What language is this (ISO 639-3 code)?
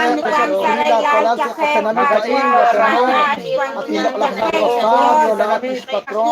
kek